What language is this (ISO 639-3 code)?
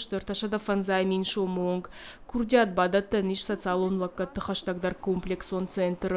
oss